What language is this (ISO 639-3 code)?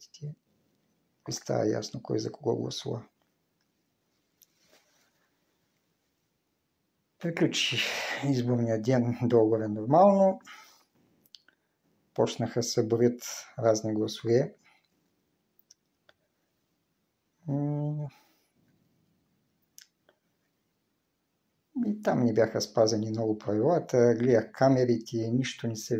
bul